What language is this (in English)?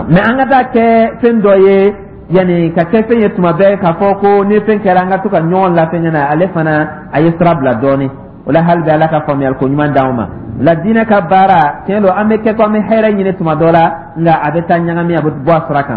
Dyula